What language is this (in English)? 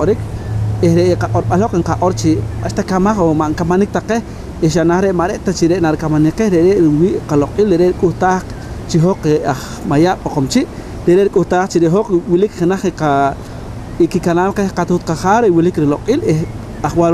Poqomchi'